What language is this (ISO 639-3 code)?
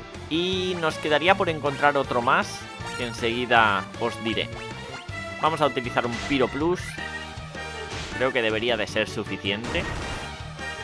spa